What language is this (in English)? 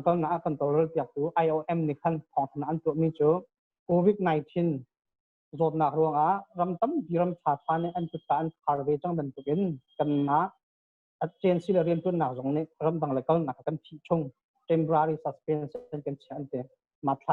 Hakha Chin